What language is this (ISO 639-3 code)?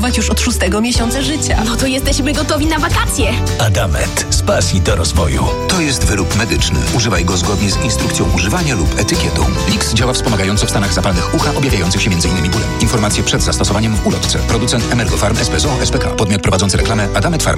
pol